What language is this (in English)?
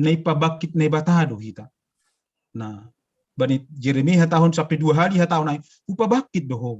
Batak Simalungun